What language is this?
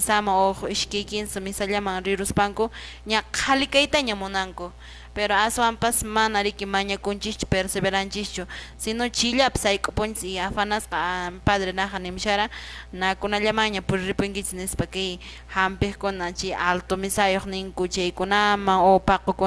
Quechua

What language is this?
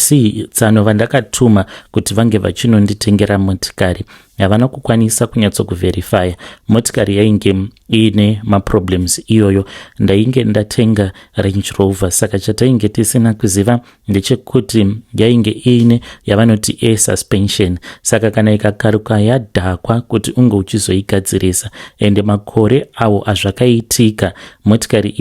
Shona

